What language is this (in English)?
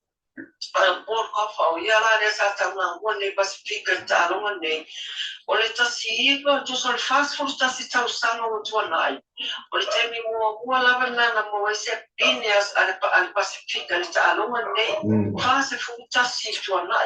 Samoan